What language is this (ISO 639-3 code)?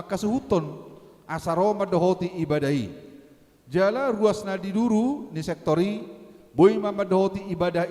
bbc